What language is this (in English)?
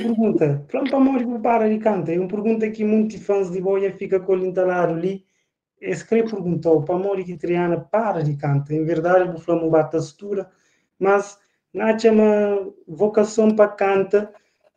Kabuverdianu